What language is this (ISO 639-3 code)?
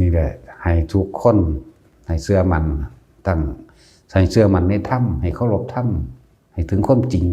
tts